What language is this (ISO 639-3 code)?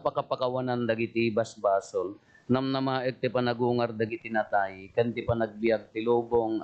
ilo